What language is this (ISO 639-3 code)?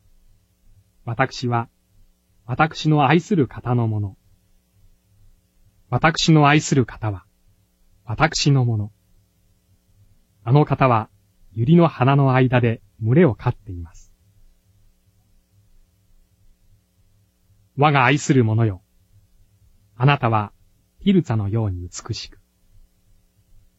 jpn